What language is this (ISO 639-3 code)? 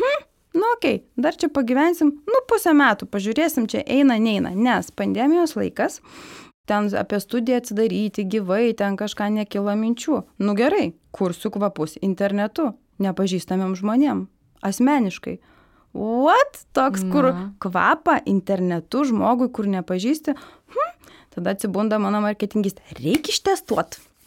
lit